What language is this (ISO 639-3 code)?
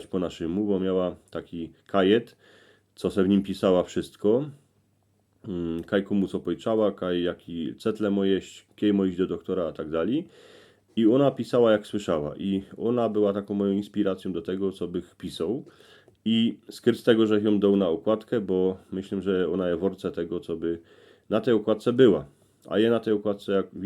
szl